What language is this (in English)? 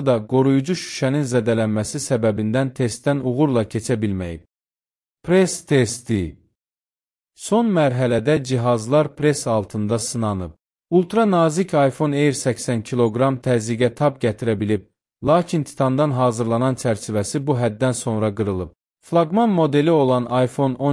Azerbaijani